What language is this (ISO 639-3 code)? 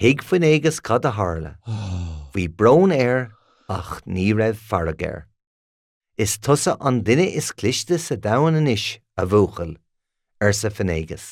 gle